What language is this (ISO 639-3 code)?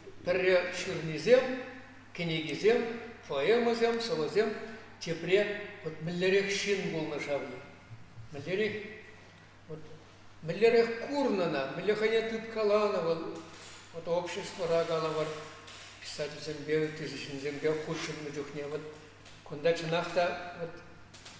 chv